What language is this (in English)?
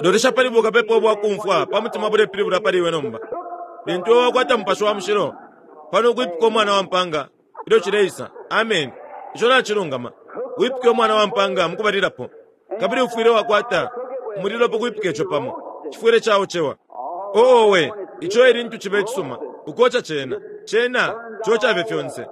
Bemba